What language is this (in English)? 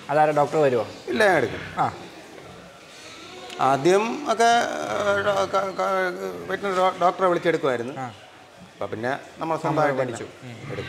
Malayalam